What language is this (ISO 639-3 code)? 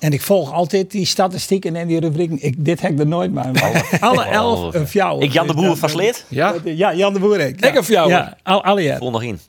fry